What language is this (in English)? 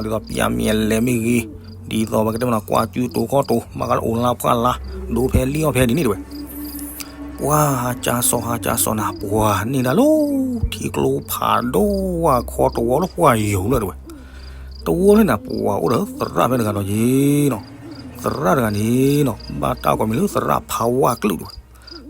S'gaw Karen